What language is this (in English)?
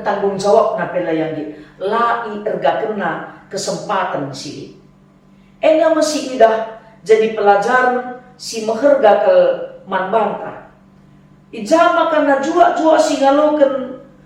Batak Karo